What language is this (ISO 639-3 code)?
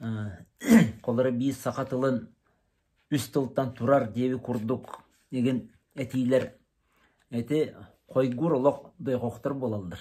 sah